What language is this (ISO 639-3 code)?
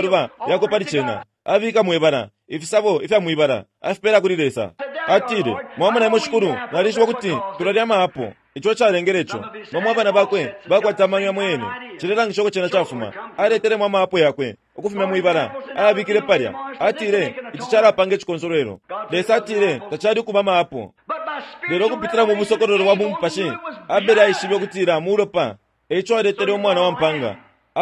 bem